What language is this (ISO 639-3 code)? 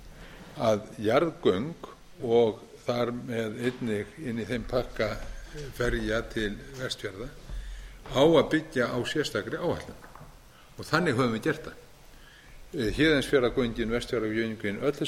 isl